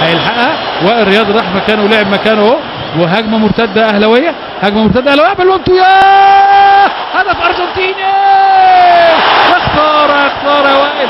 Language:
Egyptian Arabic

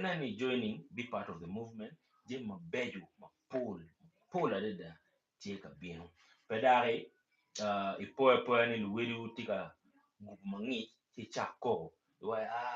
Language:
Acoli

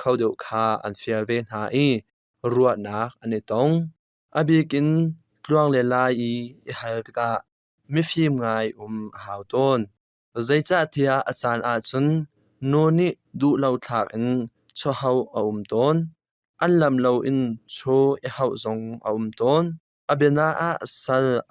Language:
Hakha Chin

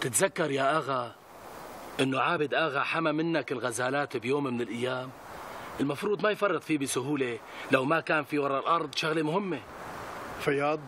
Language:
North Levantine Arabic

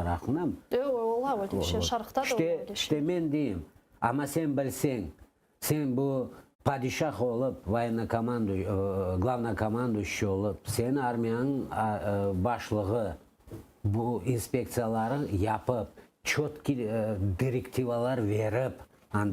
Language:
Crimean Tatar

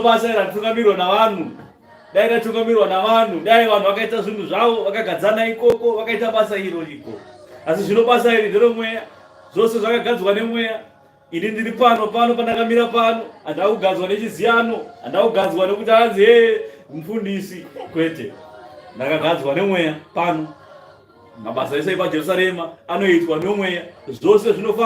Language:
Shona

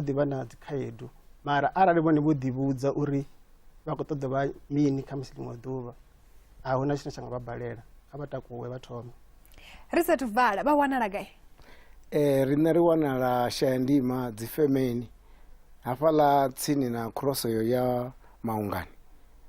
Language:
Venda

